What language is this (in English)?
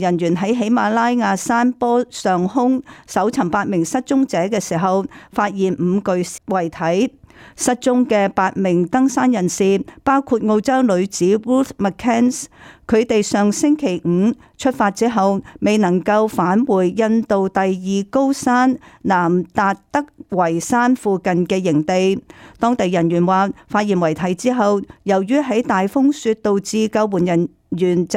Cantonese